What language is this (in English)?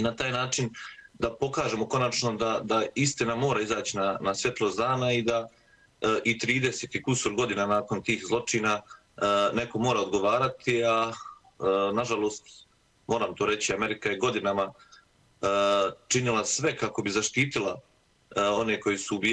Bosnian